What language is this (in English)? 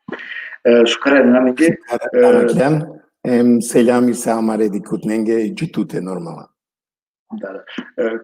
Balkan Romani